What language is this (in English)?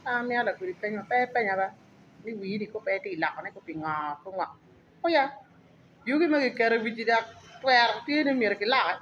Acoli